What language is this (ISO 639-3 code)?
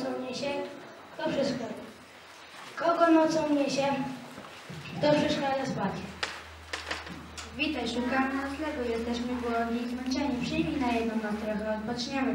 pol